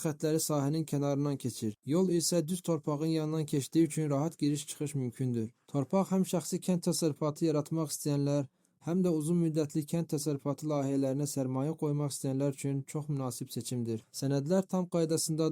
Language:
Azerbaijani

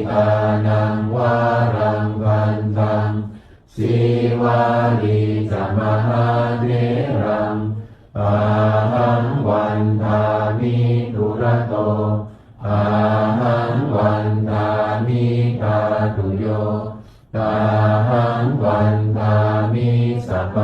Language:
Pali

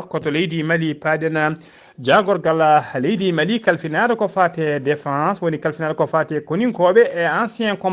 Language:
Fula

